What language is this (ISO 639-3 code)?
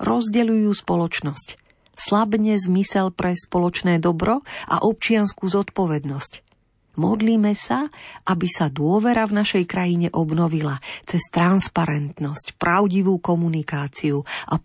slk